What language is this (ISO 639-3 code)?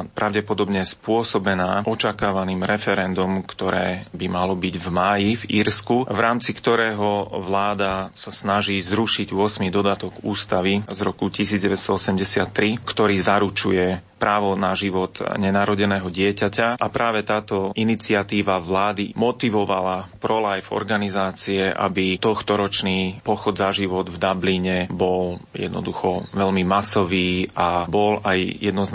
slk